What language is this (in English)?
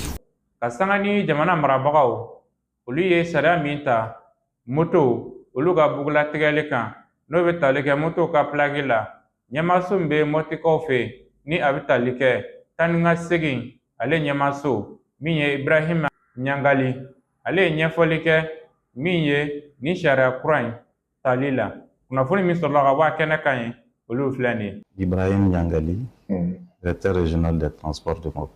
Bambara